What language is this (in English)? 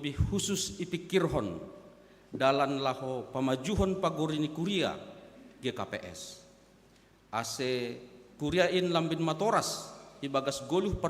Batak Simalungun